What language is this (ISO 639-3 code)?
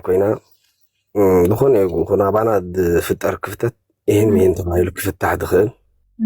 tir